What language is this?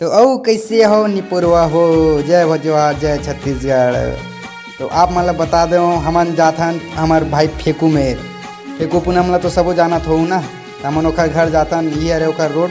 Chhattisgarhi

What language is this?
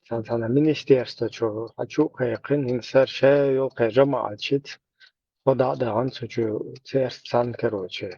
Chechen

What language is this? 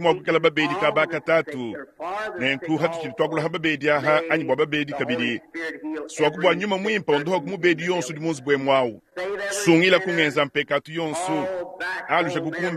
Luba-Lulua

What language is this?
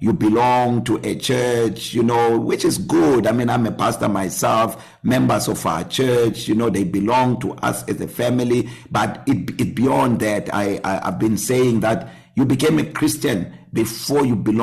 English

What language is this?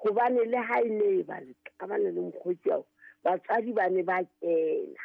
Southern Sotho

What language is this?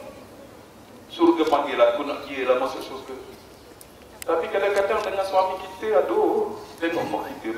Malay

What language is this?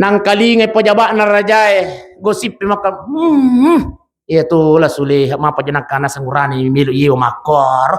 Buginese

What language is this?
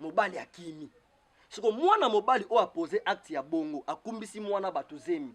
Lingala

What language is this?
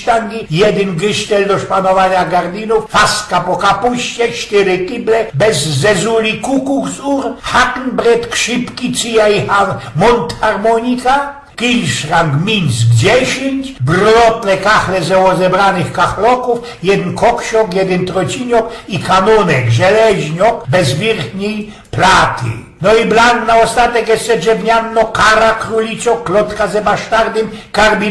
Silesian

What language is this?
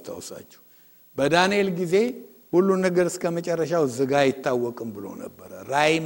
Amharic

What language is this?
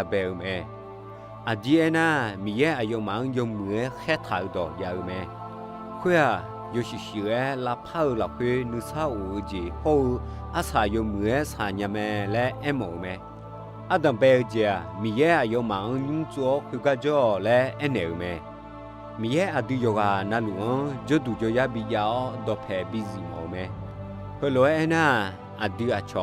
Akha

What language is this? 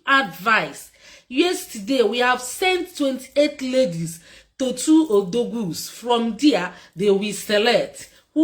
Igbo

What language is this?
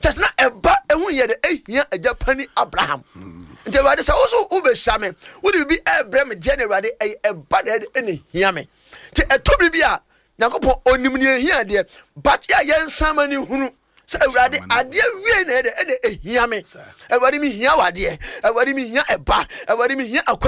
Akan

